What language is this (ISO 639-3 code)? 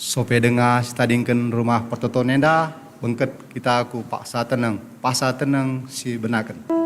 btx